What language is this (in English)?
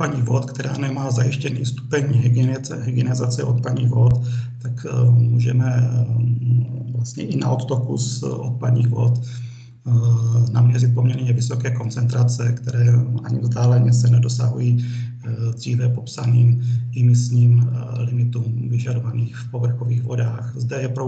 Czech